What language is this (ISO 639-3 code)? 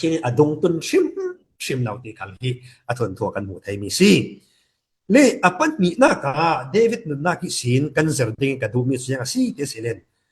cfm